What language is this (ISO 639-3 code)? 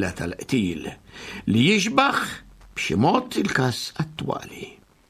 mlt